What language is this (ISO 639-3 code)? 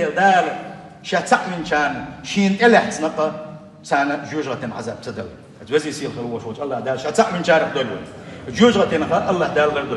che